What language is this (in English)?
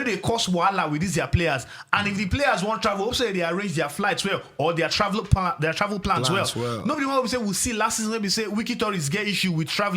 Nigerian Pidgin